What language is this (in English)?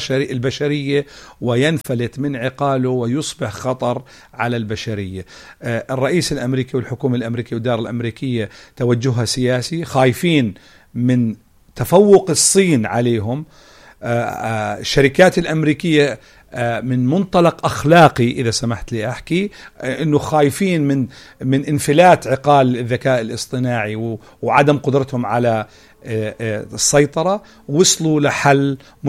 North Levantine Arabic